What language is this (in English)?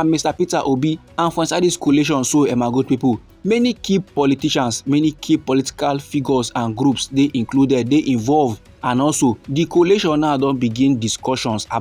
Nigerian Pidgin